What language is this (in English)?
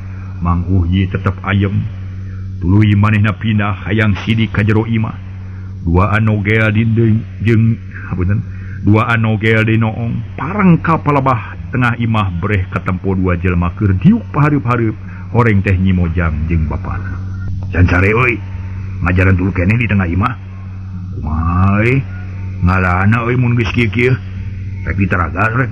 Sundanese